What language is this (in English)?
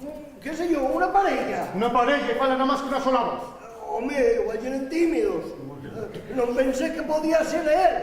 Asturian